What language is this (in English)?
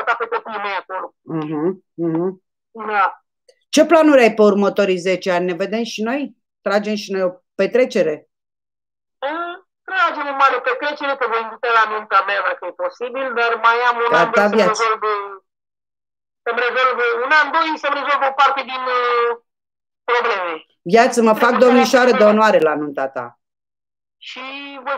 Romanian